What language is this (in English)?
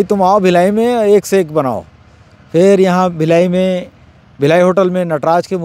Chhattisgarhi